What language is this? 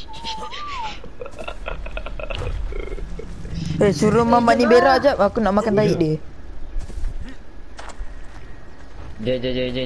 Malay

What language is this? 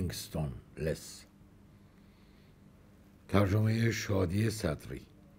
Persian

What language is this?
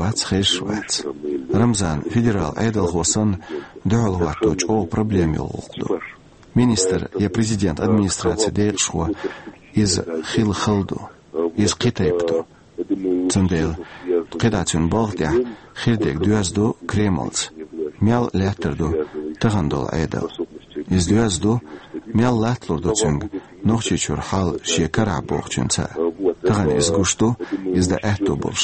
Chechen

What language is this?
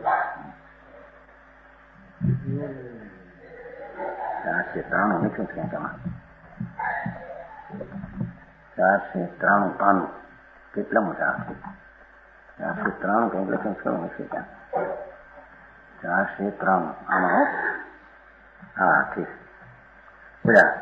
Gujarati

